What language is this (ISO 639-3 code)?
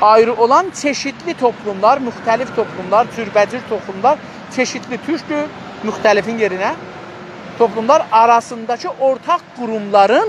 azb